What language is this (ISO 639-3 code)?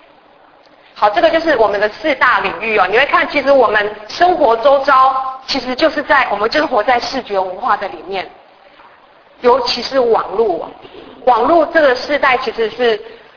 zho